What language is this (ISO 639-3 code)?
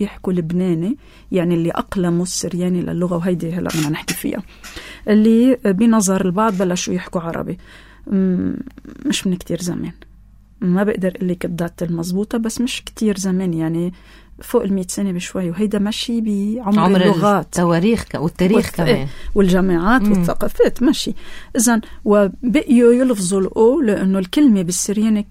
apc